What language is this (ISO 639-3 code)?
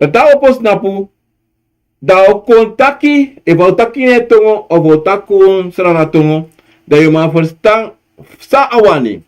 srn